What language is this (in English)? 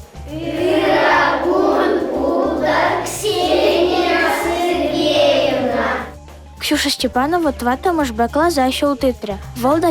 Chuvash